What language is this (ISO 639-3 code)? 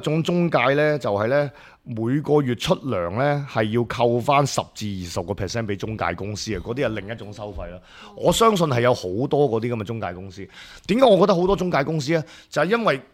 yue